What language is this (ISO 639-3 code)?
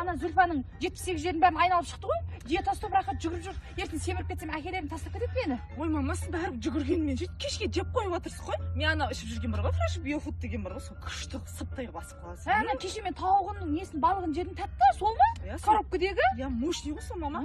kaz